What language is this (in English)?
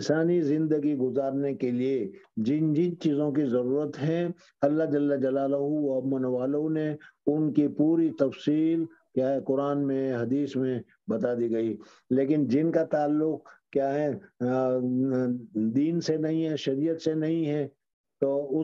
Urdu